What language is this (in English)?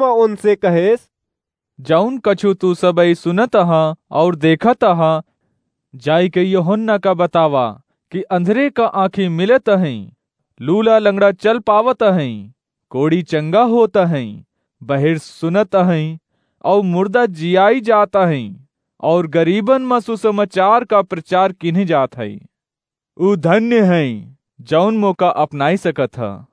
Awadhi